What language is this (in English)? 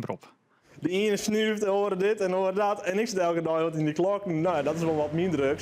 Western Frisian